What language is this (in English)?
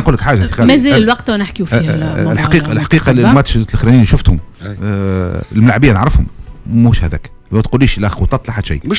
Tunisian Arabic